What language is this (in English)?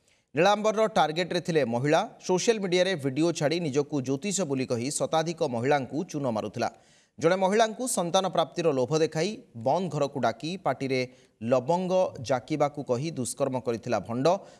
Odia